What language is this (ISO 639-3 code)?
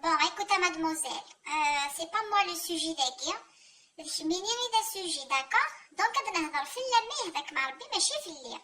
kab